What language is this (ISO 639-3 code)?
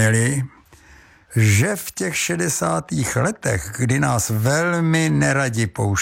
ces